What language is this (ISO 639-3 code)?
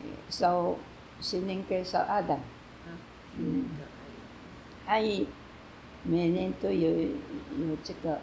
trv